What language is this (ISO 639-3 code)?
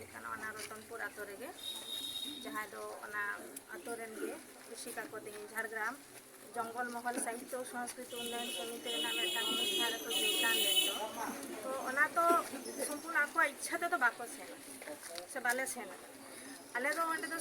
sat